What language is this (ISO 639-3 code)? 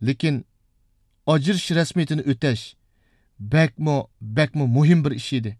uig